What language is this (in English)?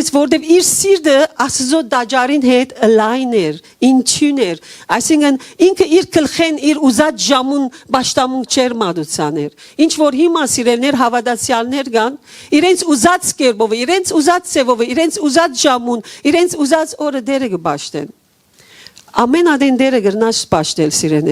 Western Armenian